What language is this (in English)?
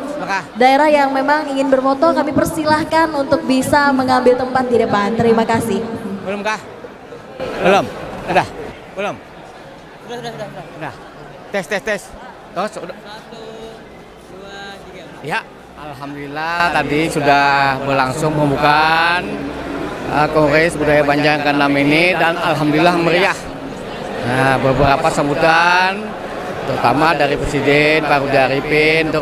Banjar